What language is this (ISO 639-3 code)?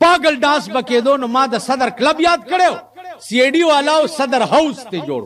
pus